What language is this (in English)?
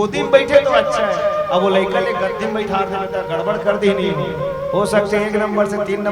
Chhattisgarhi